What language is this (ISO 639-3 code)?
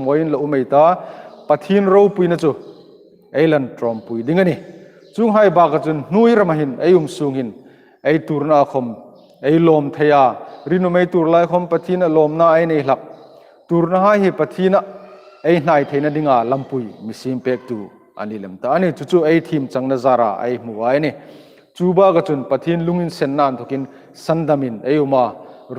hmr